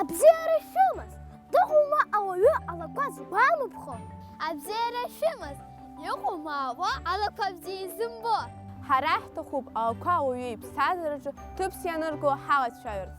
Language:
Abkhazian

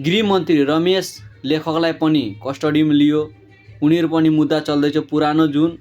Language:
Nepali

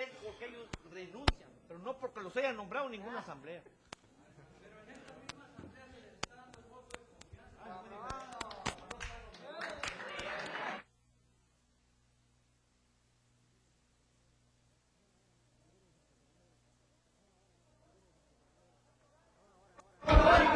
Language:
Spanish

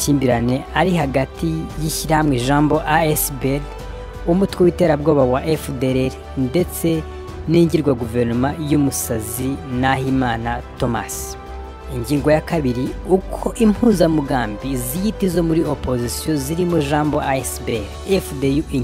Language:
Kinyarwanda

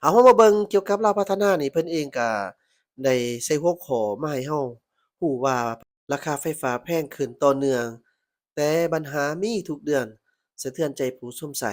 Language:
Lao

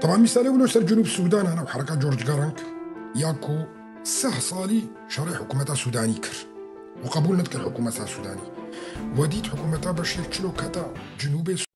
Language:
Kurdish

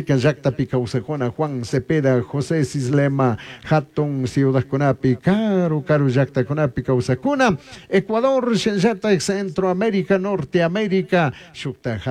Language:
Chimborazo Highland Quichua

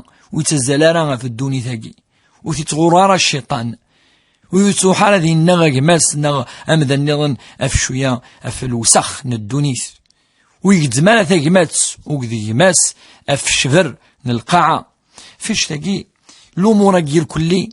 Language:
Kabyle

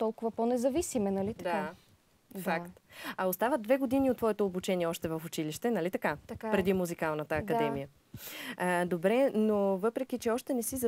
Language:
Bulgarian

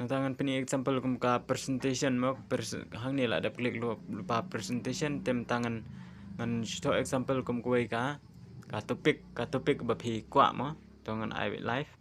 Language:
Khasi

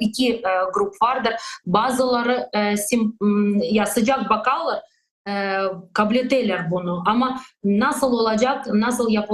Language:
Crimean Tatar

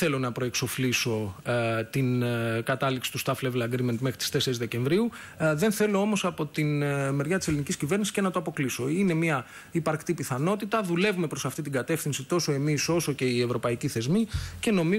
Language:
Greek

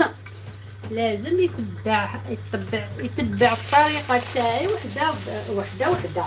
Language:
Algerian Arabic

